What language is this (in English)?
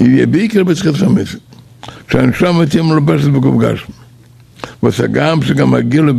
Yiddish